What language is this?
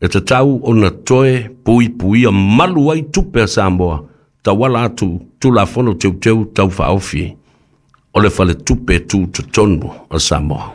Samoan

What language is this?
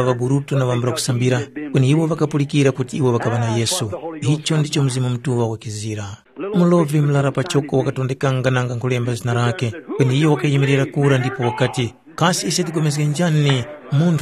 Tumbuka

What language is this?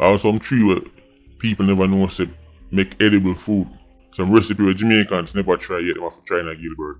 Jamaican Creole English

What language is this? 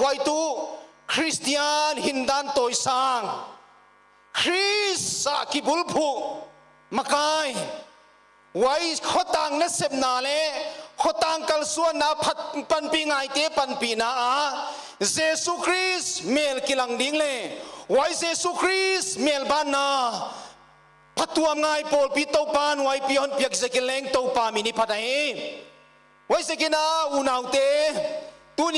Paite Chin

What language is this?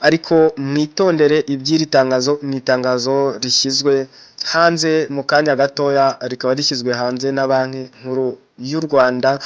Kinyarwanda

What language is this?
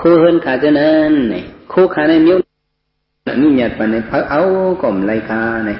Shan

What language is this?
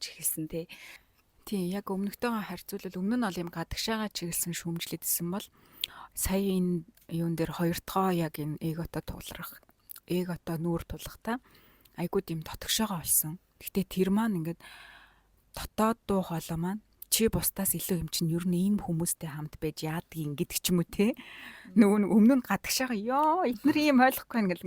Mongolian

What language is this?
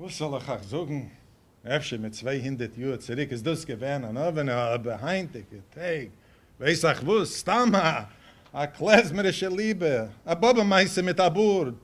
Yiddish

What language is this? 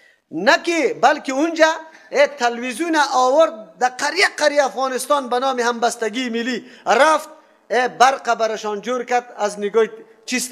Persian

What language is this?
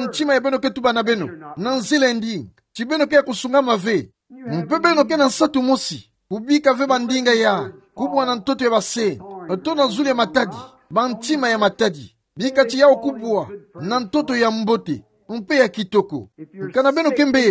Kituba (Democratic Republic of Congo)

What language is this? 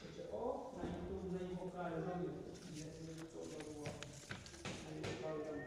Tlahuitoltepec Mixe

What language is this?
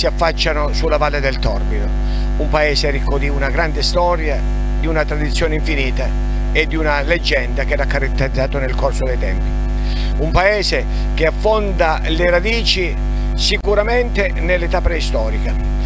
Italian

